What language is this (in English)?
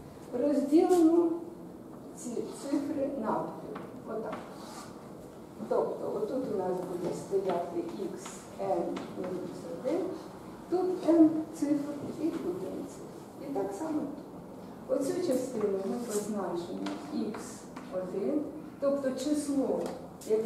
Ukrainian